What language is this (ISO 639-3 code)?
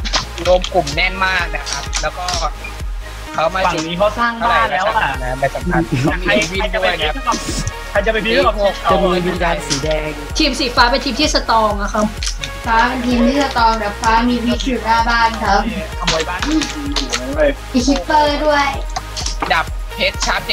tha